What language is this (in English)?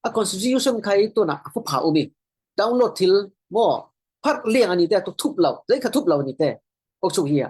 Falam Chin